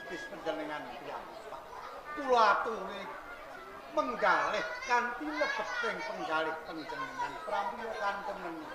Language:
Javanese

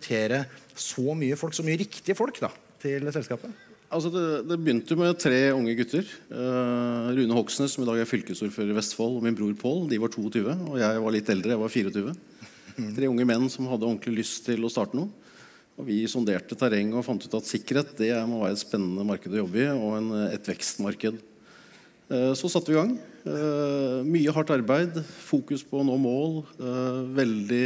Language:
Norwegian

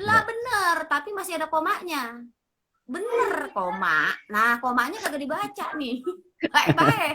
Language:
Betawi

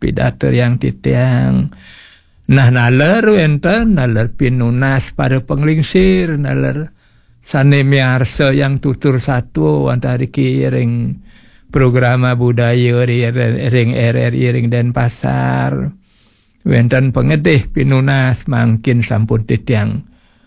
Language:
Balinese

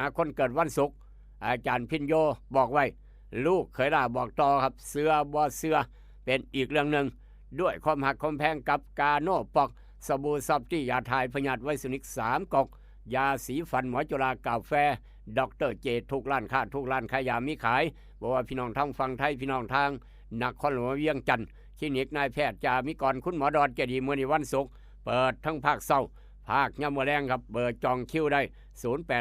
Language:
Northeastern Thai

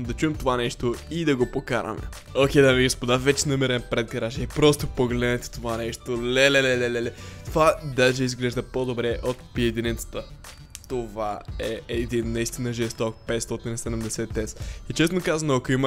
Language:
Bulgarian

